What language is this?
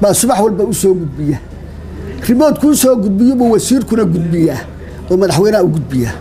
Somali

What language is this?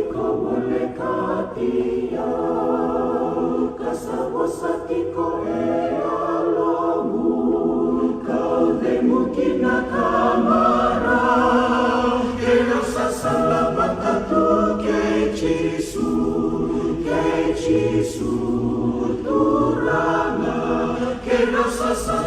Fijian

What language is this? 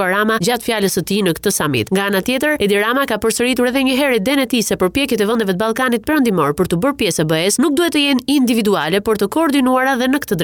Albanian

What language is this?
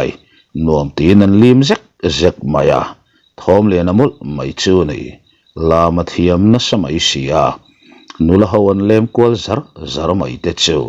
Mizo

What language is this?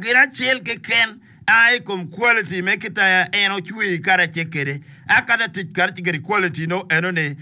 Acoli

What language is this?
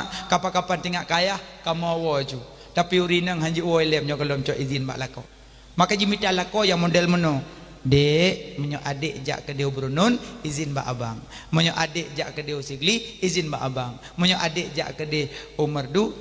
Achinese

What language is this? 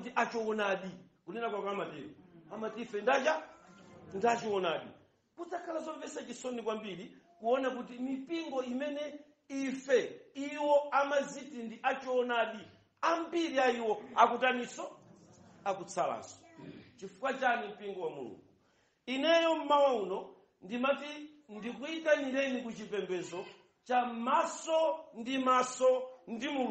Nyanja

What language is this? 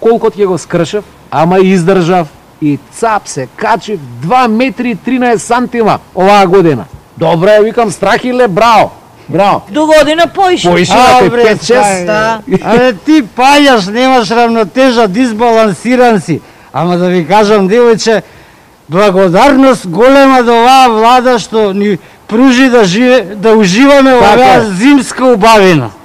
Macedonian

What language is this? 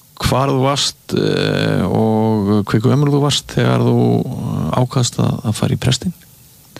Icelandic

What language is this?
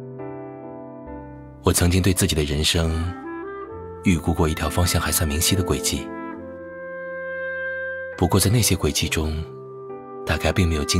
Chinese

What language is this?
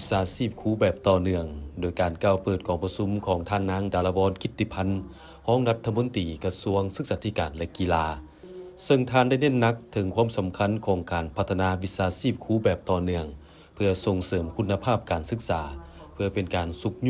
Lao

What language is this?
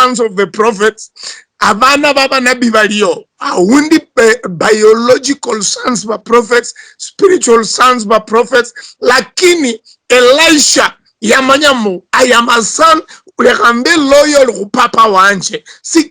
Luyia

